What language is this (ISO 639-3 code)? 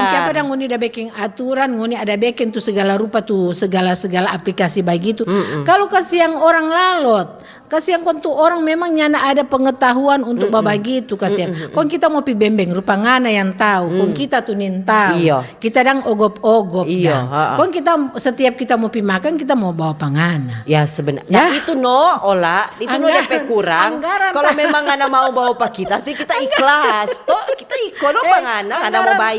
xmm